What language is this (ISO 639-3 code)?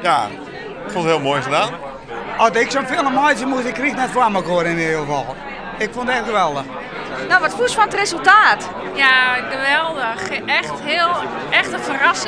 fry